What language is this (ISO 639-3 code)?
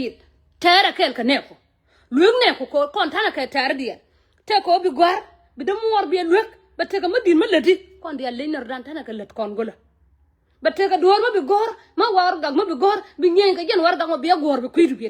nus